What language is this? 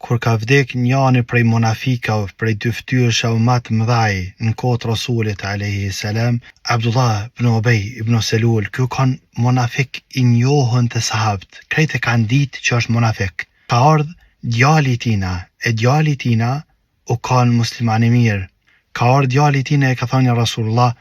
Albanian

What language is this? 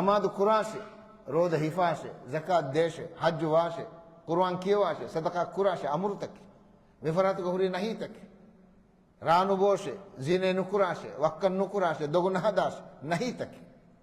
Divehi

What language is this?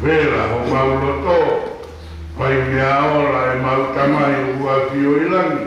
Tongan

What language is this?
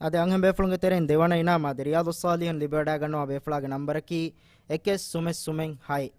Divehi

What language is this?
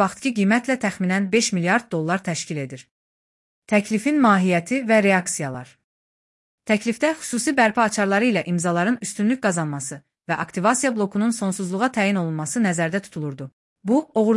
Azerbaijani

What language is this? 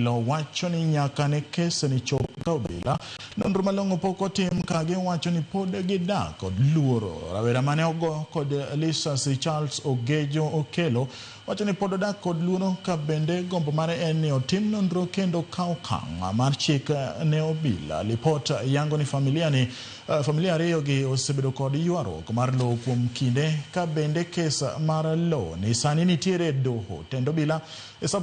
Luo (Kenya and Tanzania)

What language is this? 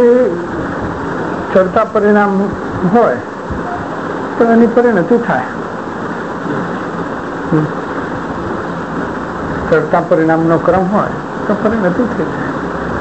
Gujarati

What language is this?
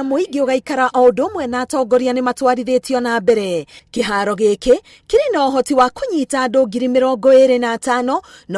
Kikuyu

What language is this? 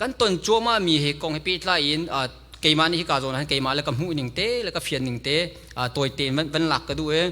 Hakha Chin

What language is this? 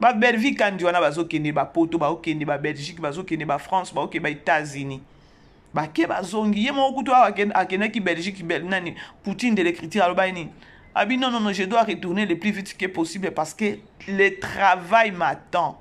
Lingala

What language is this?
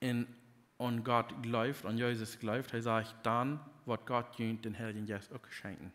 Plautdietsch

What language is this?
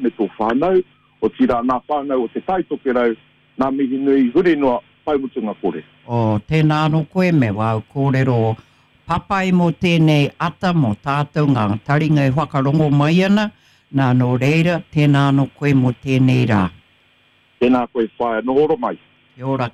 Māori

